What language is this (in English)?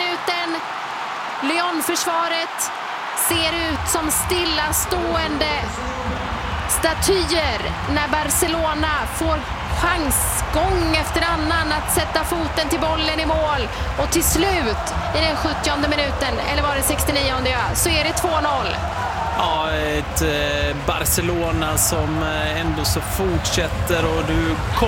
Swedish